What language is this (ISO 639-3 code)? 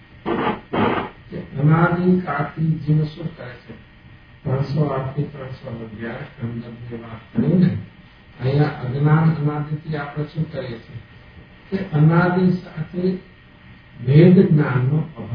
guj